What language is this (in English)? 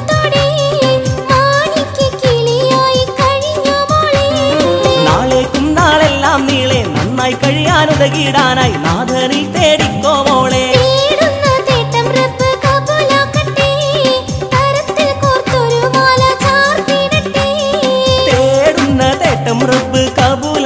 Malayalam